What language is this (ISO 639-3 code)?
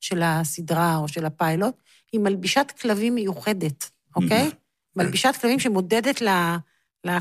heb